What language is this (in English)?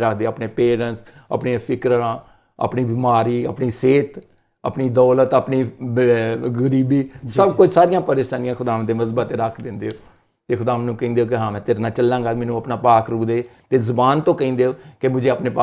Punjabi